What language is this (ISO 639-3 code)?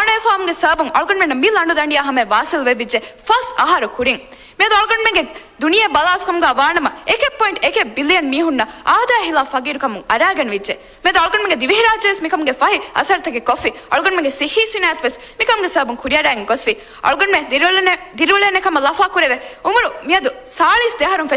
div